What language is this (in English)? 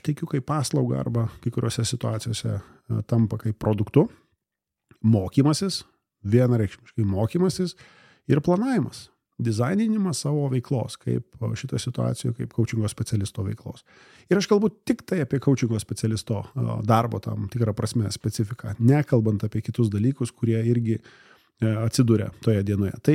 Lithuanian